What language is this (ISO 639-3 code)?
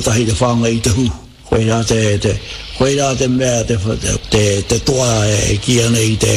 mri